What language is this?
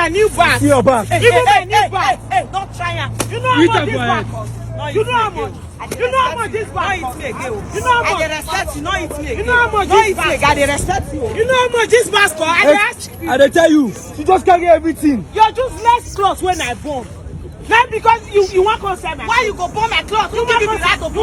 Nigerian Pidgin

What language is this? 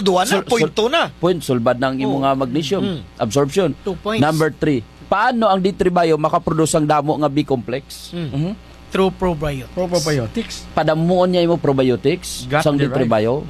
Hiligaynon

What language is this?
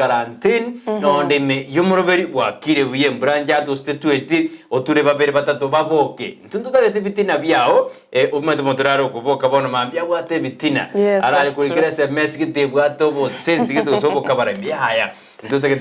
Gusii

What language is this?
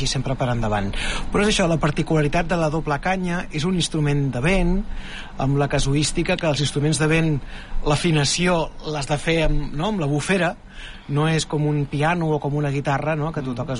Catalan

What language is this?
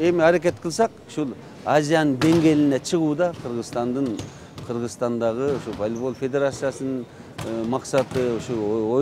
Kyrgyz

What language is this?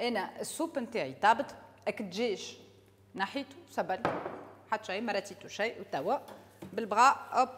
Tunisian Arabic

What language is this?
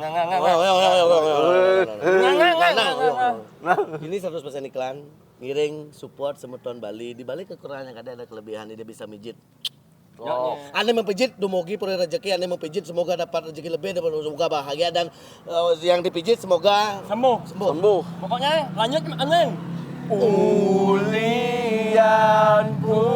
Balinese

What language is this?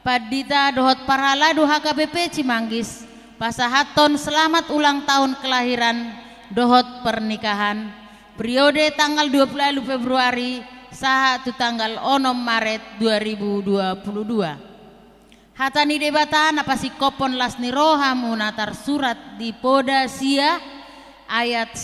Batak Toba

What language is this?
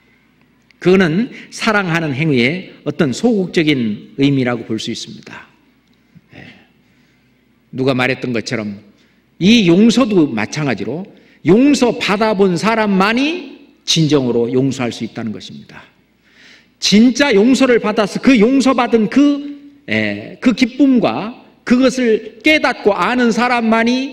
Korean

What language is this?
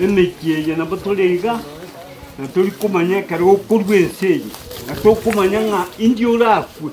Gusii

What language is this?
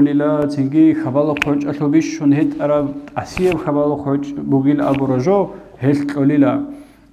Avaric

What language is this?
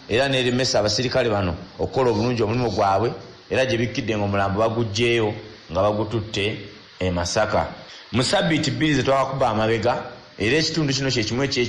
Ganda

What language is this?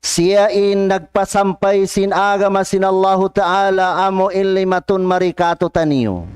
Tausug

